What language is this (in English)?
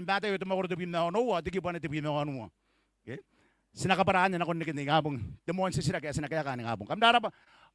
Gilbertese